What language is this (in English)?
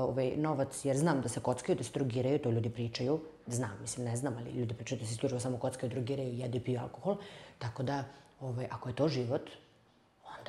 Serbian